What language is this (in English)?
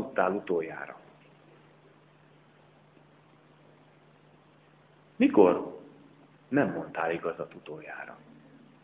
Hungarian